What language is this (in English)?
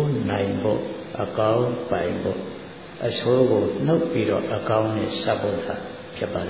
Burmese